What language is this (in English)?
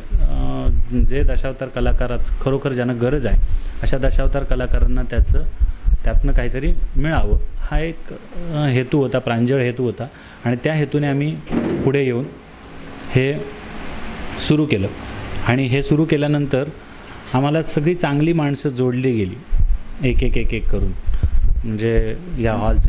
Marathi